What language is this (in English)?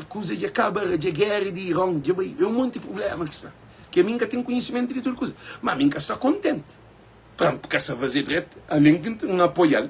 Kabuverdianu